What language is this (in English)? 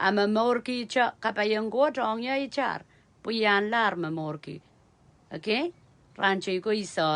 Pohnpeian